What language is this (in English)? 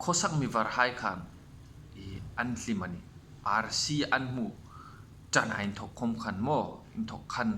Hmar